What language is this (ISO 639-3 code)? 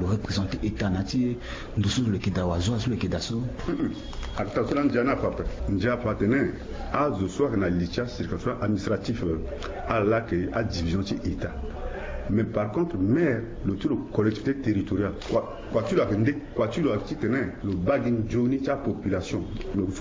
sag